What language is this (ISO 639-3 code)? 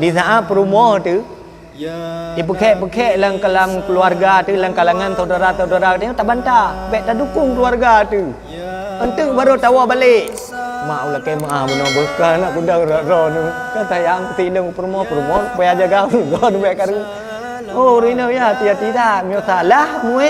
ace